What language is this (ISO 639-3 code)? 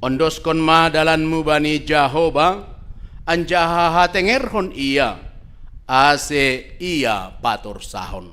bts